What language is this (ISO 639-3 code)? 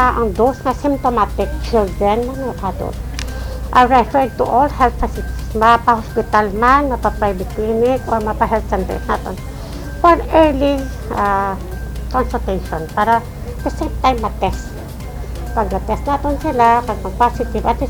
hil